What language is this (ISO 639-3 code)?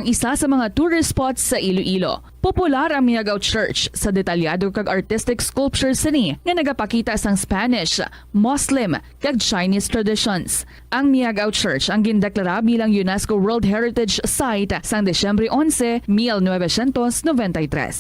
hil